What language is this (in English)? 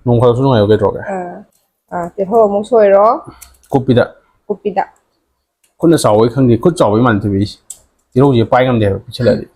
Manipuri